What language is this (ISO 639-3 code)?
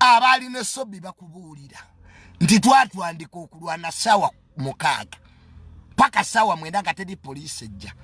lug